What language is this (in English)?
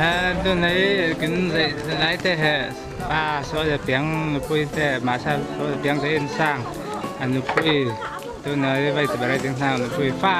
Falam Chin